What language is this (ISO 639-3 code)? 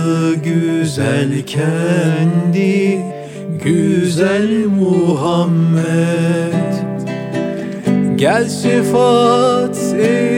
tur